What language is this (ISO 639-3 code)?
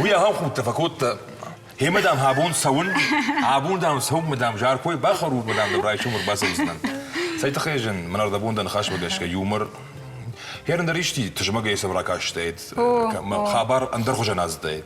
oss